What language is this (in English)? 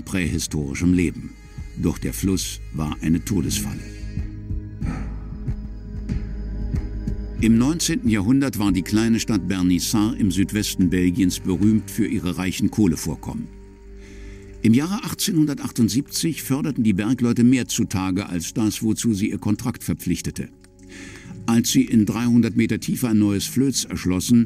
German